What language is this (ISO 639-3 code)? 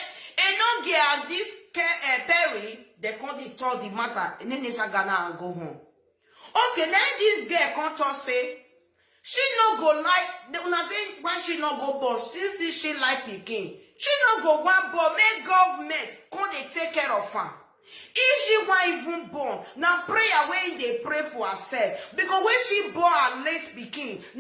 pcm